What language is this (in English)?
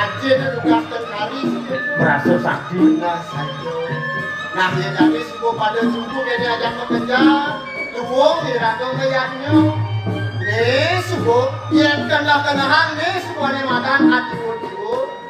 Balinese